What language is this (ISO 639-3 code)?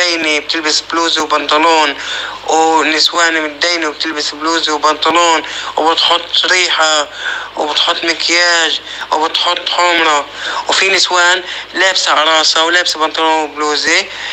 apc